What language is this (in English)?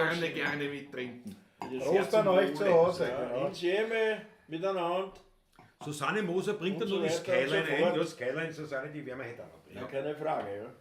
Bavarian